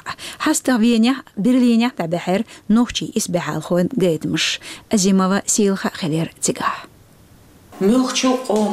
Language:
Chechen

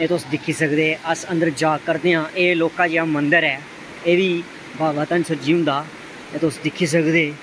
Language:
Dogri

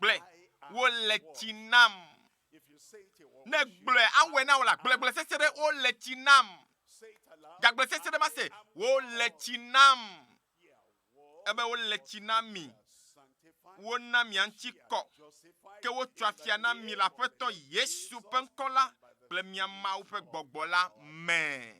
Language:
Ewe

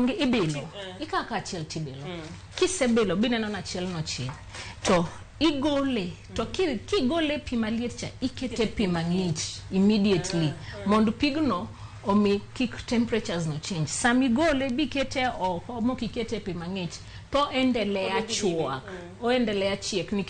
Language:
Luo (Kenya and Tanzania)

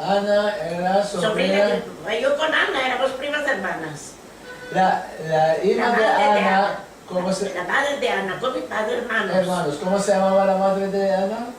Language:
Ladino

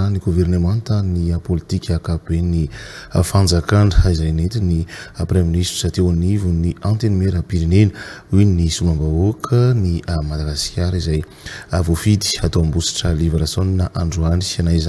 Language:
Malagasy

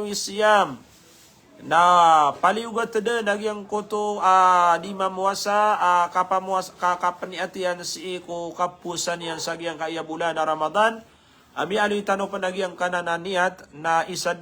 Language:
Maranao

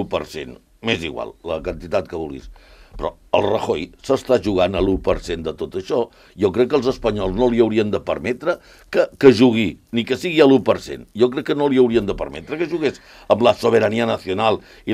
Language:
Catalan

